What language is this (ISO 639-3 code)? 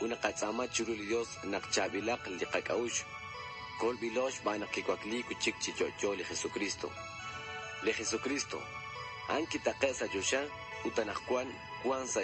kek